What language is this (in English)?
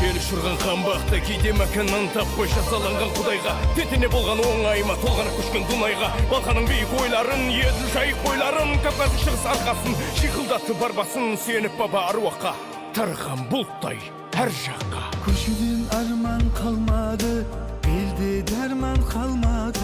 Kara-Kalpak